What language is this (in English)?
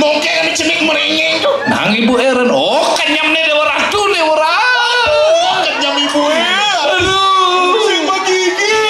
Balinese